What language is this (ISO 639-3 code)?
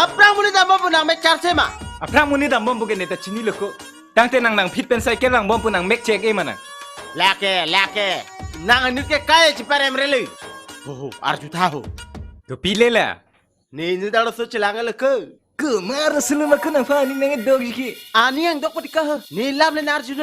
mjw